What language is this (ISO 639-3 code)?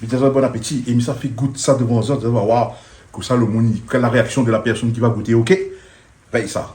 rcf